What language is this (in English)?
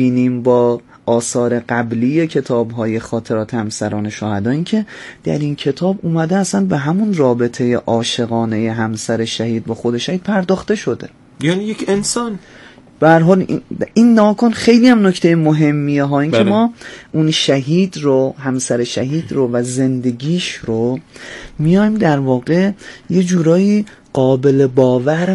Persian